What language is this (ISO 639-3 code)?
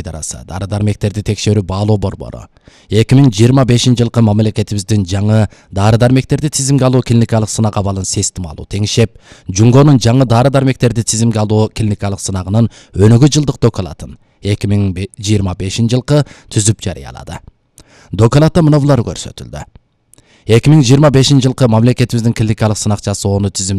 kir